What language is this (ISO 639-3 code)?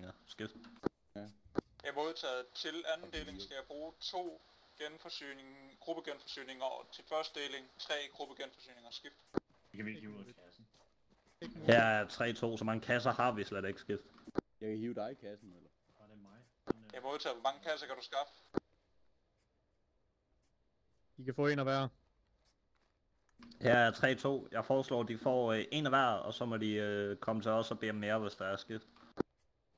dan